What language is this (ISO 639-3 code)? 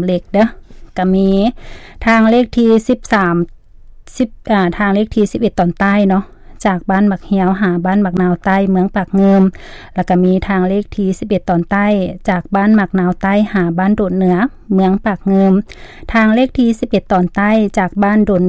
lao